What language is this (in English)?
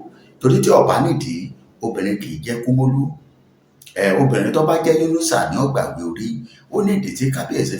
Yoruba